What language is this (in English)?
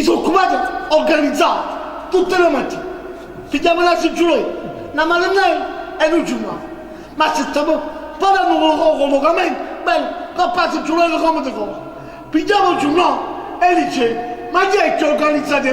Neapolitan